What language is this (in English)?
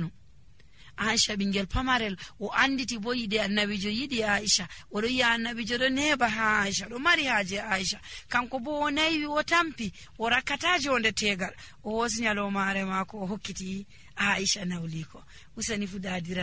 Nigerian Fulfulde